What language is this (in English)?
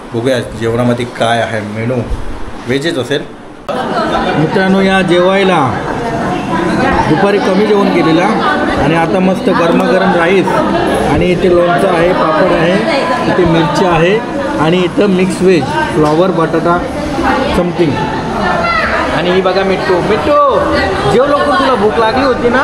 Marathi